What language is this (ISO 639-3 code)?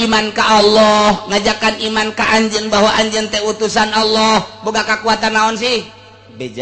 sun